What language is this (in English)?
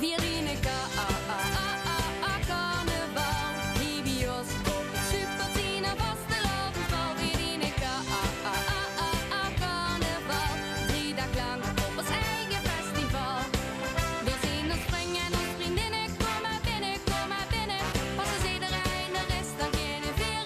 Limburgish